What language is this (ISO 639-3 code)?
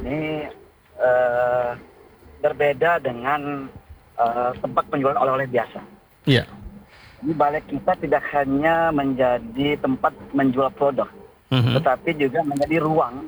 ind